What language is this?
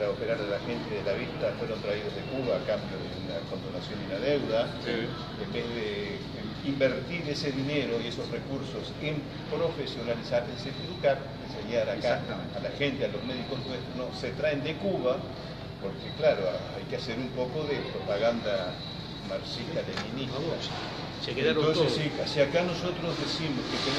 Spanish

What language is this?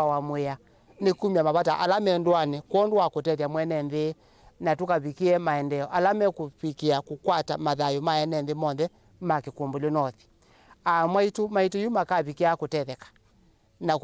Kamba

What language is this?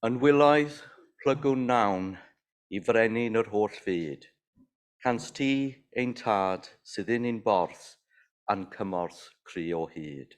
Welsh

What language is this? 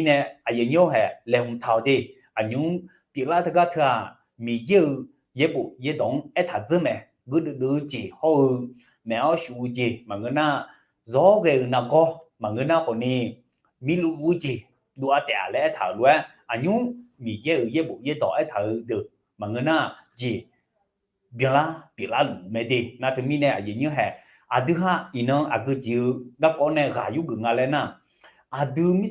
Akha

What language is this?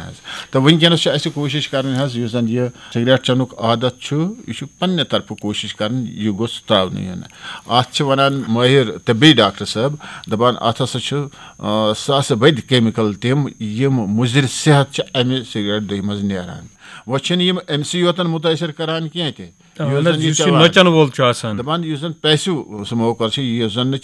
Kashmiri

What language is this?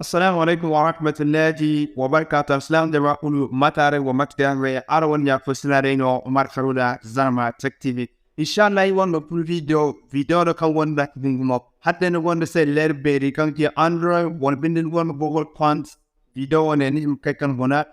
Zarma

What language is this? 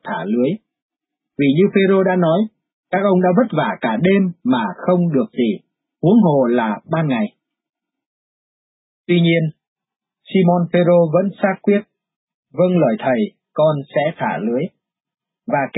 Vietnamese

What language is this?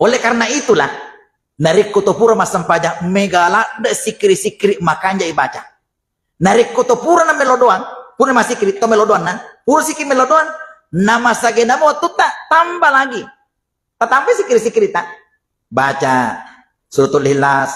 Buginese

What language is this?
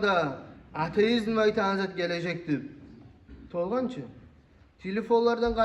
Kumyk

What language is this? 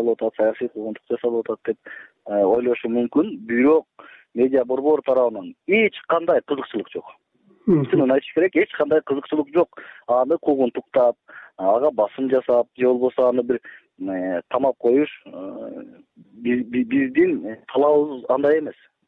Kyrgyz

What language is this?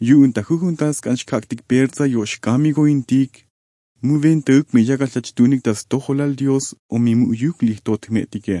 Tzotzil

